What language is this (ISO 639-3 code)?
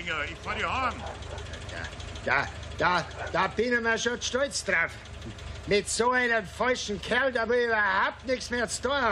deu